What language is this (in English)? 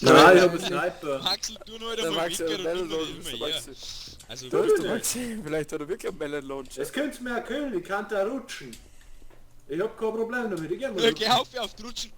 Bavarian